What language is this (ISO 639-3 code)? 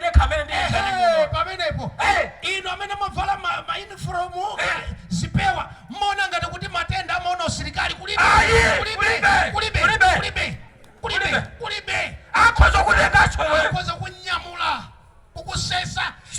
nya